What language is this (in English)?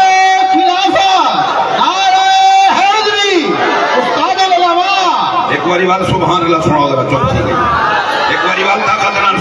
Saraiki